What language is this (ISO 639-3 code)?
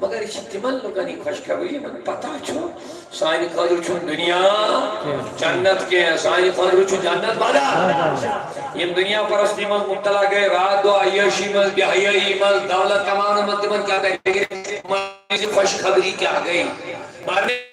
kas